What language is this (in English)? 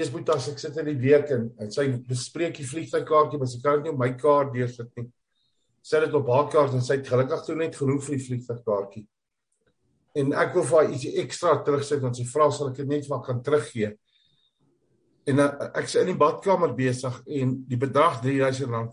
Afrikaans